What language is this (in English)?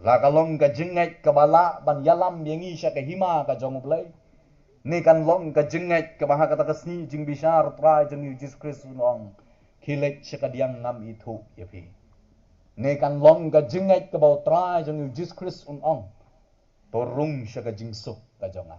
Khasi